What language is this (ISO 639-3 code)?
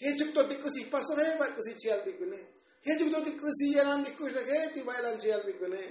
tzo